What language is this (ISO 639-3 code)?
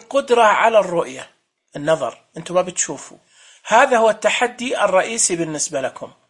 ars